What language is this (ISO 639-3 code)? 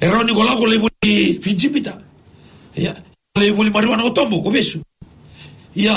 fij